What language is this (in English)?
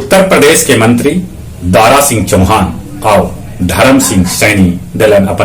Magahi